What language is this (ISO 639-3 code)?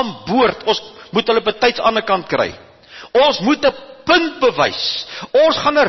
afr